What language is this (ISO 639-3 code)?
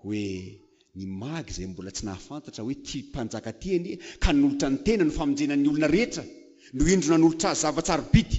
mlg